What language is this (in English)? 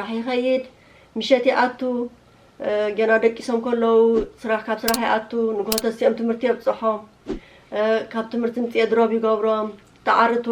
Tigrinya